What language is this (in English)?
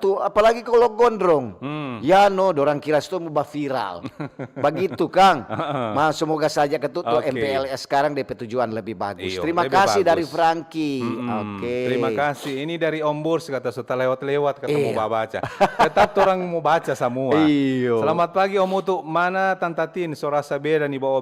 Manado Malay